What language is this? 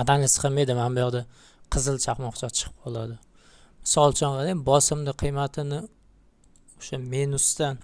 Uzbek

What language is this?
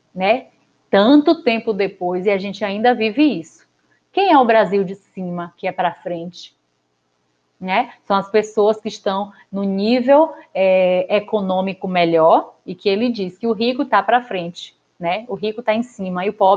Portuguese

